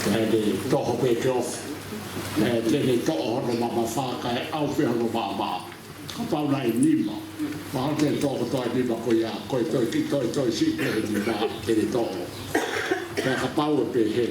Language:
Tongan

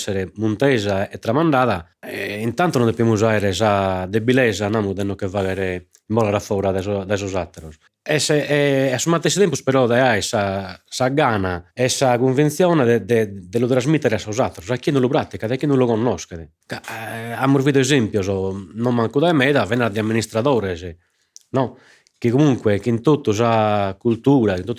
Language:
Sardinian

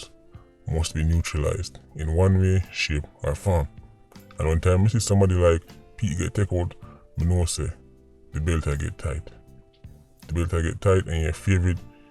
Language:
Jamaican Creole English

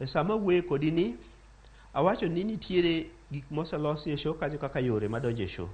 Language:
Luo (Kenya and Tanzania)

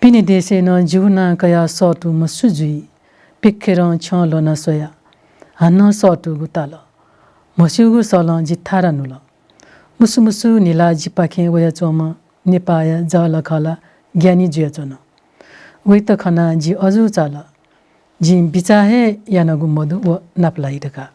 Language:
Newari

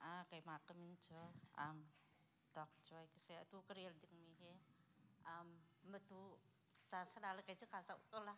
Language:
Hakha Chin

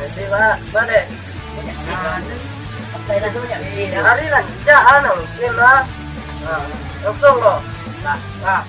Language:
Minangkabau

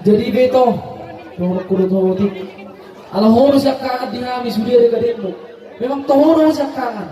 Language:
Batak Toba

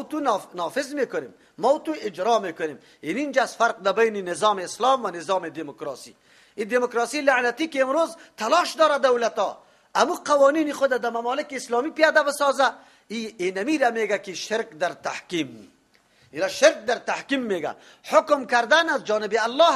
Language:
Persian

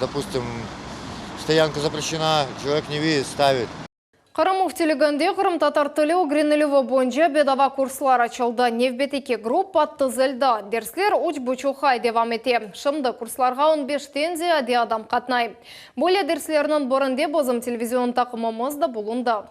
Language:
Crimean Tatar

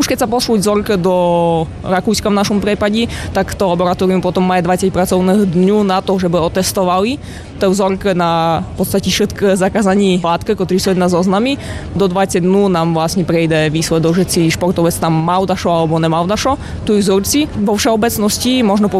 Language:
Slovak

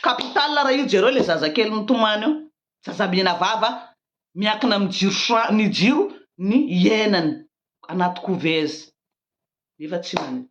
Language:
Malagasy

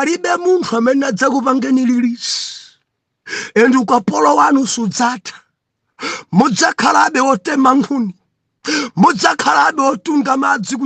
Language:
Nyanja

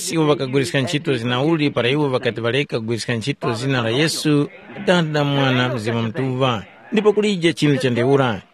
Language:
Tumbuka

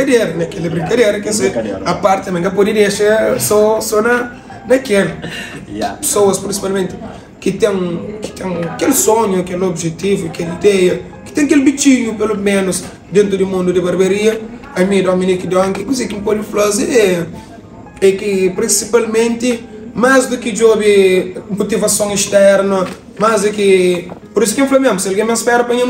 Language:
Kabuverdianu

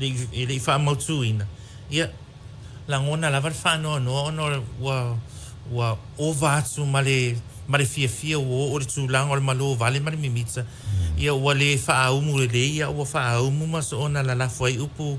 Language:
Samoan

